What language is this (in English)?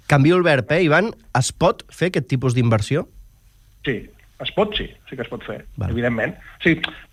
Catalan